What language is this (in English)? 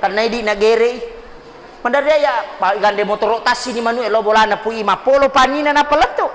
Buginese